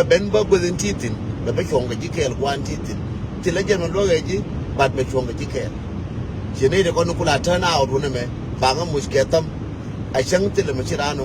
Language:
Nuer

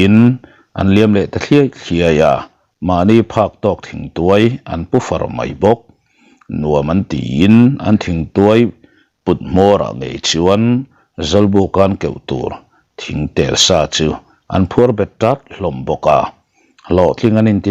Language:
Mizo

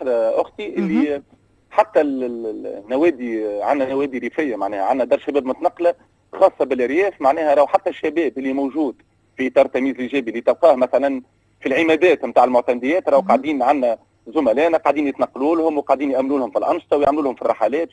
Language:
Tunisian Arabic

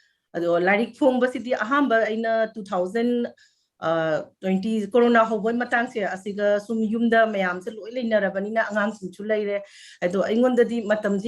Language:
Manipuri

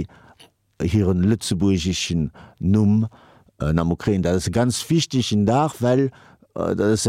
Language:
Luxembourgish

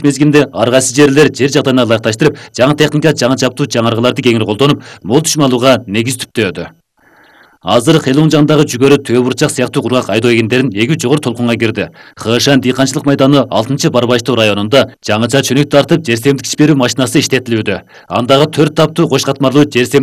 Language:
Kyrgyz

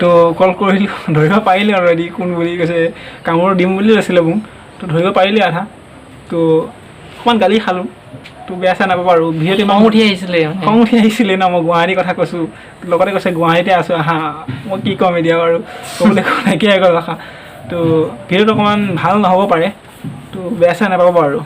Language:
Assamese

